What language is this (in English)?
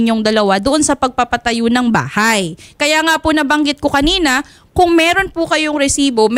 Filipino